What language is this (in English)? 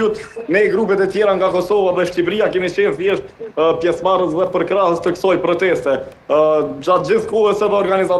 Albanian